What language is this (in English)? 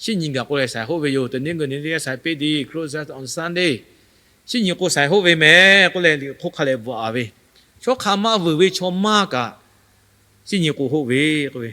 Lahu